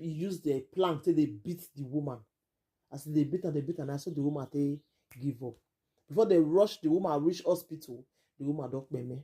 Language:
Nigerian Pidgin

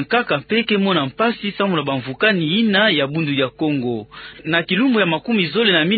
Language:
Kituba (Democratic Republic of Congo)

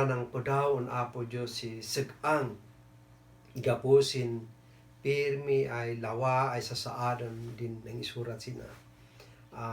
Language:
Kankanaey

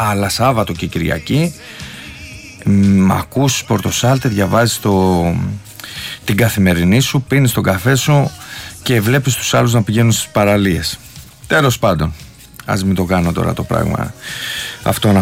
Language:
Greek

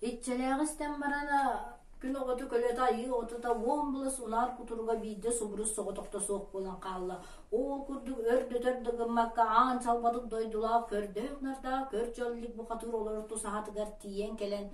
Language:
Yakut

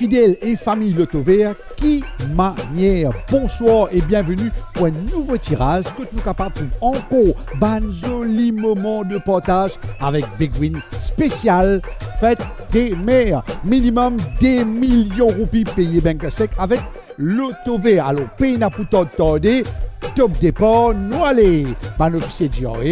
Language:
Morisyen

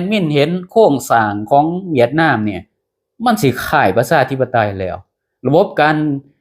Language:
Lao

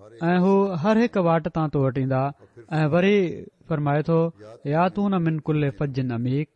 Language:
Sindhi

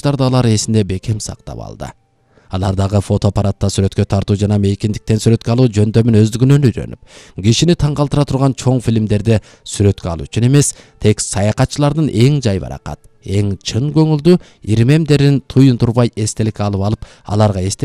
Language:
Kyrgyz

